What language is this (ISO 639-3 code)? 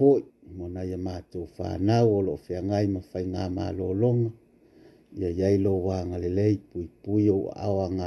smo